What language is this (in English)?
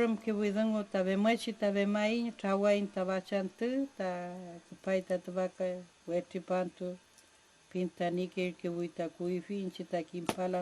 Mapuche